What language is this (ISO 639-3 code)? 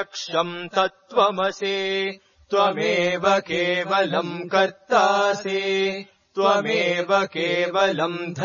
san